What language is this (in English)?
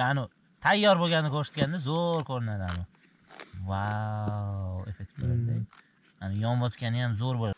Uzbek